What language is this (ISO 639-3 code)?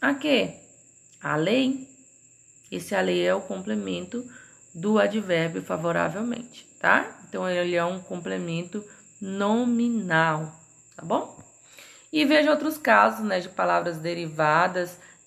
por